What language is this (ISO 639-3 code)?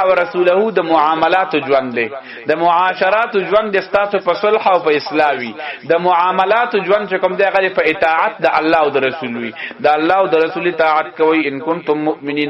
pus